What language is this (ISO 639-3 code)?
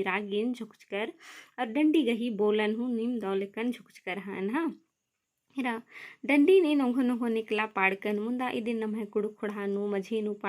kru